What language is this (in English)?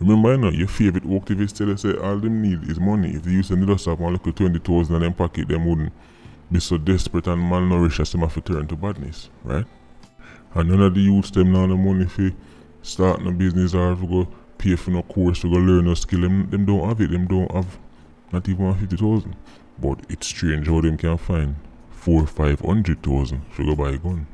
Jamaican Creole English